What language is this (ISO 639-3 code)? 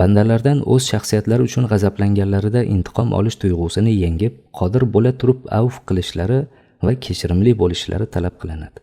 uzb